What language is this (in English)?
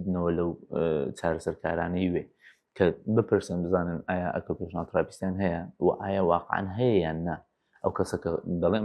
Central Kurdish